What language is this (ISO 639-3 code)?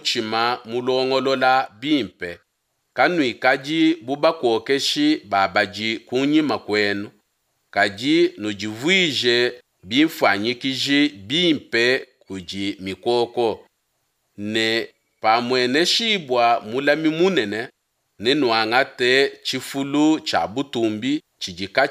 lua